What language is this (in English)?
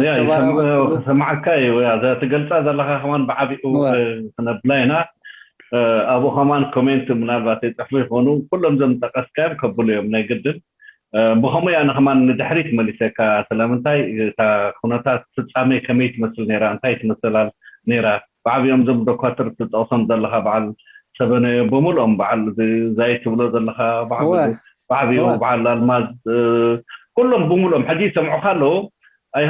Tigrinya